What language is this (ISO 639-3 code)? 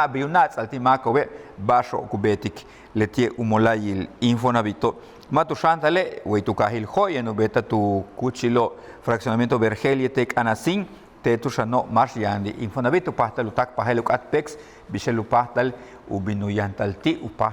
yua